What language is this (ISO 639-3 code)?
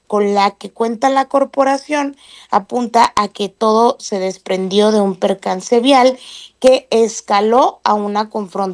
spa